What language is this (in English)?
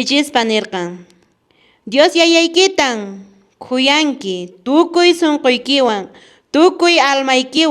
Quechua